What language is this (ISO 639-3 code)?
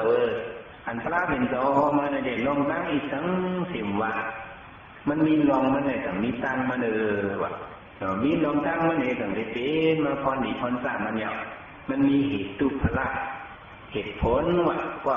shn